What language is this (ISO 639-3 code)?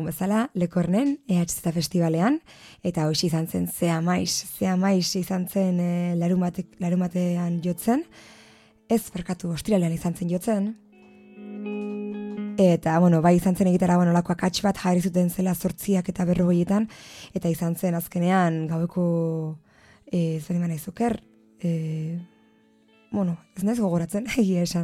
eus